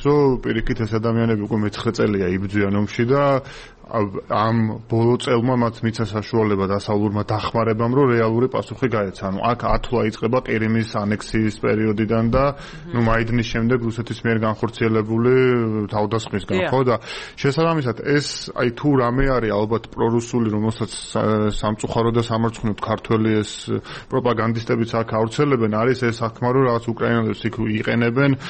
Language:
Georgian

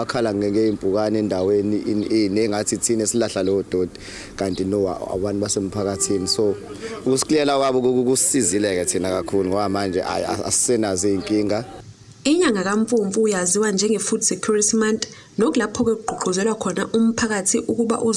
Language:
Zulu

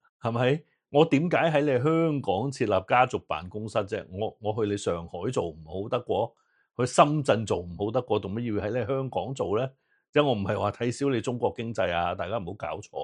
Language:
Cantonese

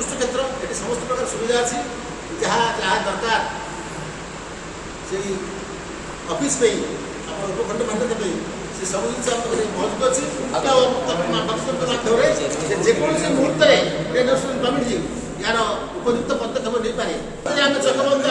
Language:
Odia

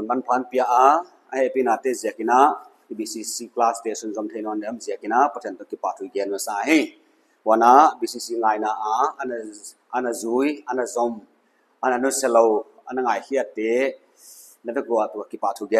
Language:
Paite Chin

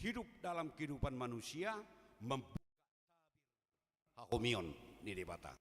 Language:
Batak Toba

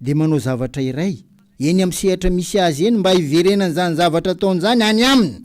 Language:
Malagasy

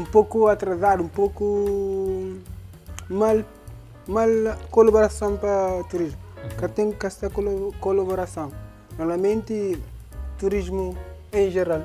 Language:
Kabuverdianu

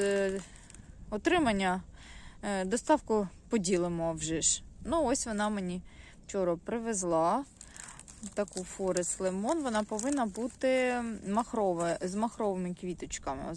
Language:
Ukrainian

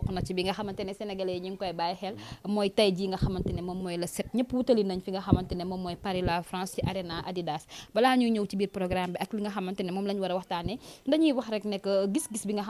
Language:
Wolof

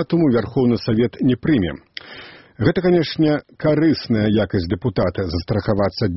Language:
Belarusian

